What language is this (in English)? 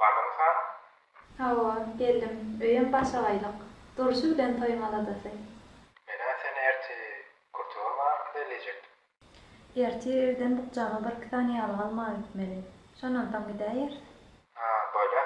Turkmen